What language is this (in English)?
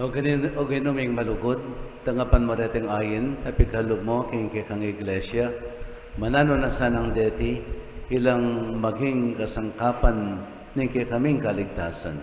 Pampanga